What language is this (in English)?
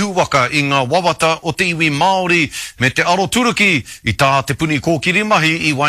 Māori